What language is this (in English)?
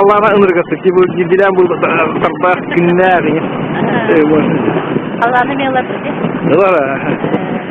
Yakut